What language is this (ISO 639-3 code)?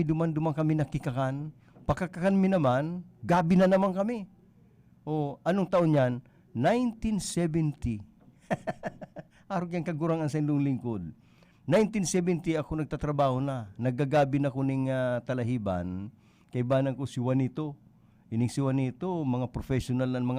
bik